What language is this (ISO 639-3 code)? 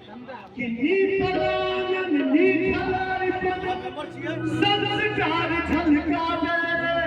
mai